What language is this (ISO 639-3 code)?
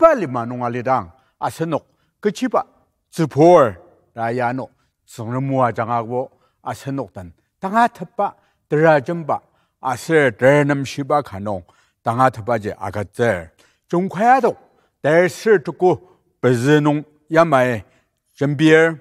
njo